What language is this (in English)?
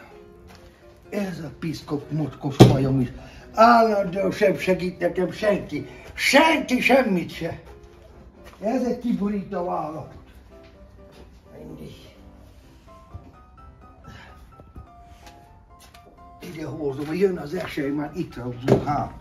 Hungarian